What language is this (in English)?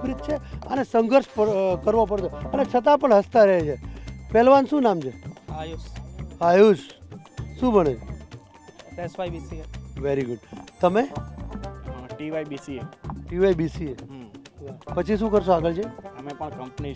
Gujarati